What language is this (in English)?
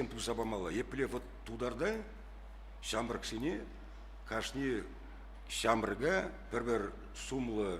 Chuvash